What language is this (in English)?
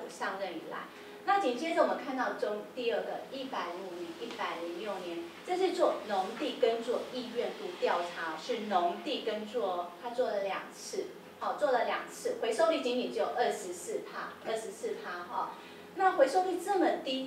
Chinese